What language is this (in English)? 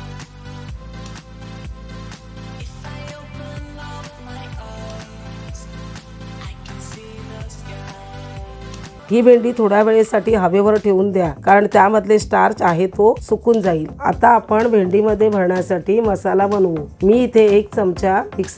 Marathi